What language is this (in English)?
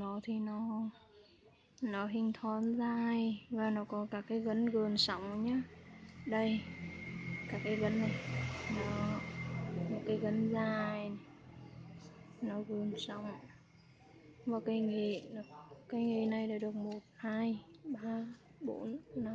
Vietnamese